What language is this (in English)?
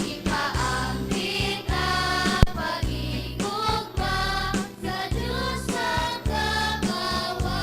Hiligaynon